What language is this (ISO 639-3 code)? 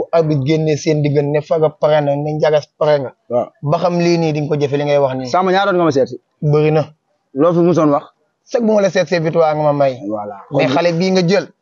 wol